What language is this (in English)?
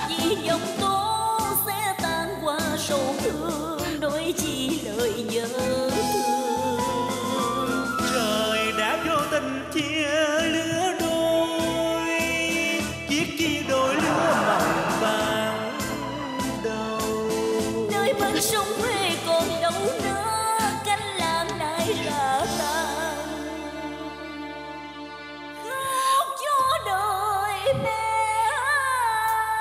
Vietnamese